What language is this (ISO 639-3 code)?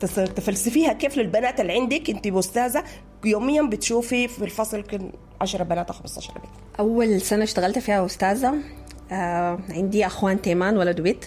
apd